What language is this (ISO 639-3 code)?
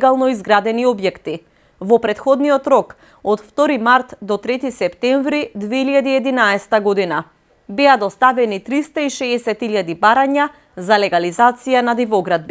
mkd